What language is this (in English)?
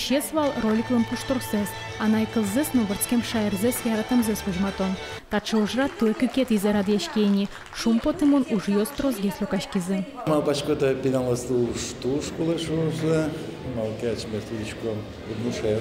Udmurt